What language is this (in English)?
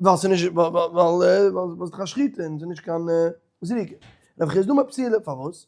Yiddish